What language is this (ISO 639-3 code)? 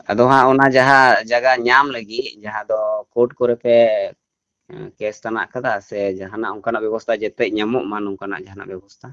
sat